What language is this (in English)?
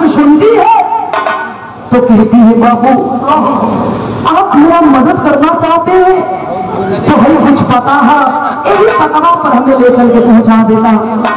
Bhojpuri